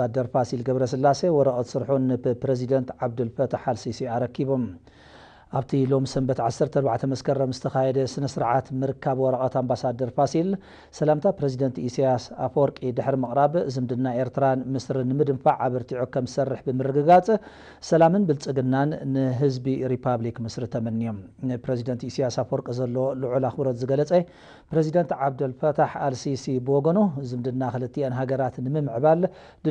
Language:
Tigrinya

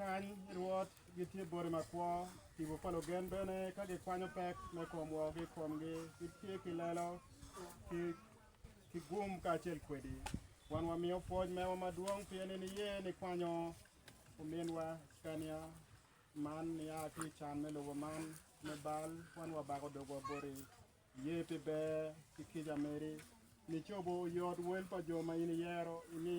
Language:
Acoli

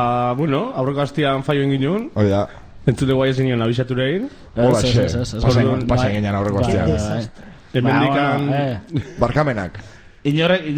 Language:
Basque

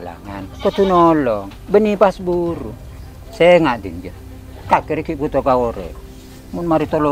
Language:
Madurese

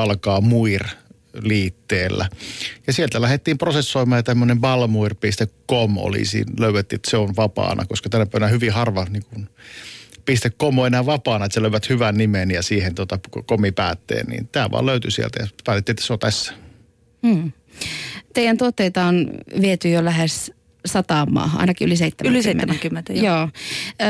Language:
Finnish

